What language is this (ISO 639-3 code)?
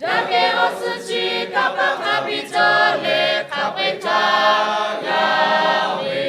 lhu